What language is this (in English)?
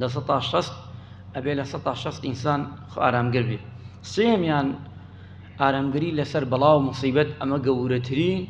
Central Kurdish